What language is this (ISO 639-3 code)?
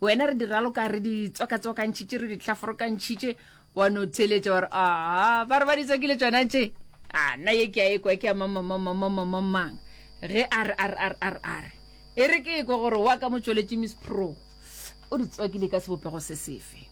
nso